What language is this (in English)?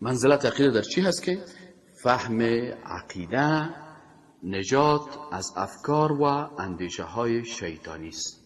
Persian